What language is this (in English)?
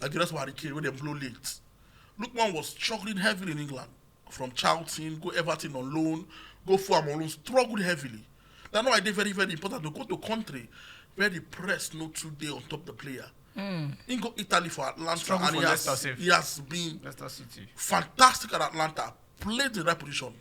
Nigerian Pidgin